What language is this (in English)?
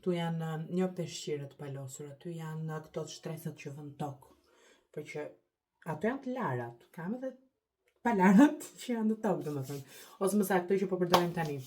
Albanian